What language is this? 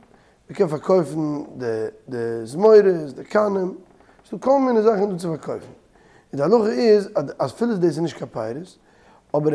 Yiddish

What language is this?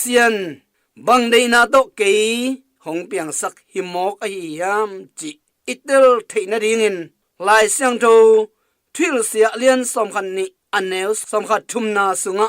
Tedim Chin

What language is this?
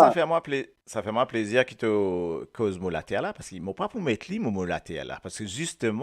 Morisyen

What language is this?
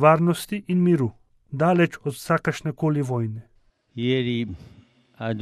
Slovenian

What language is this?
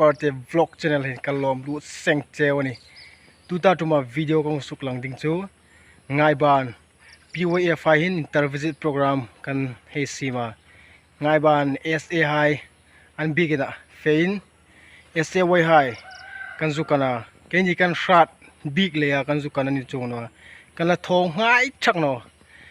Hmar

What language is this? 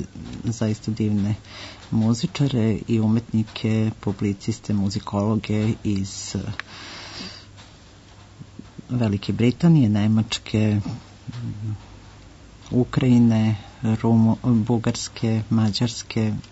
Serbian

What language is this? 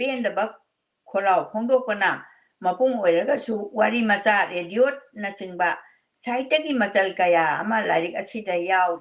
Manipuri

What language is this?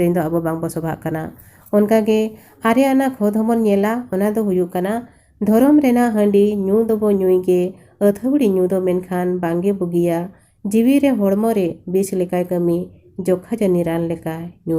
Santali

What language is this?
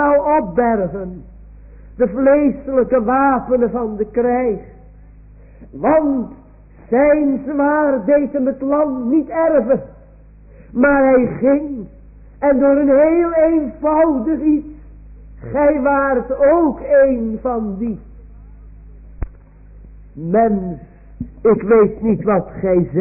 Dutch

